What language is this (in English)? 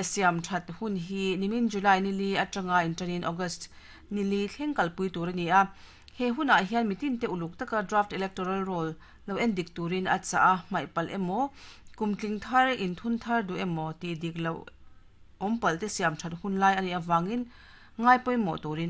Mizo